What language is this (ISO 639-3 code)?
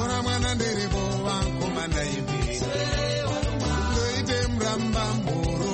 kin